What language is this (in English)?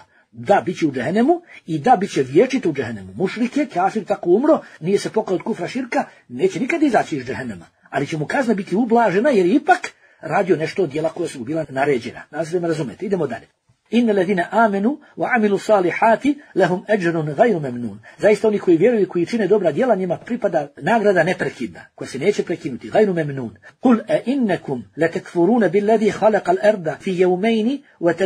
Bosnian